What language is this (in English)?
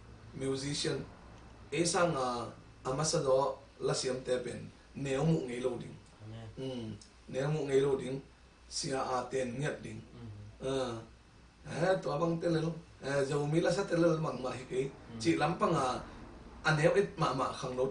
Tedim Chin